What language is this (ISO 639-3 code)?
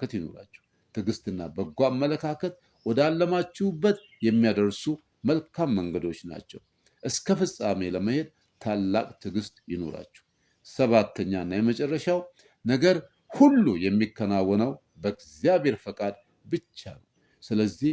amh